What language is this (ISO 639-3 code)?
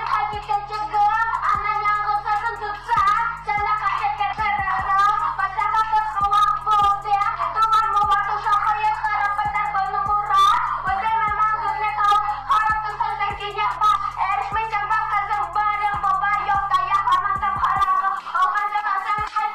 crh